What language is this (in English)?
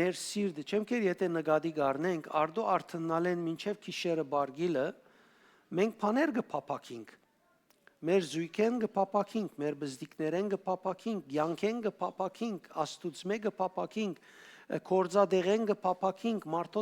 Western Armenian